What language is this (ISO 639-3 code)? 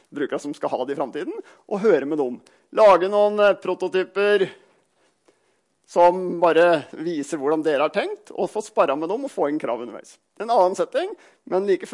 nor